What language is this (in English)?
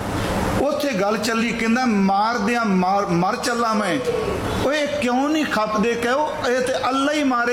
Punjabi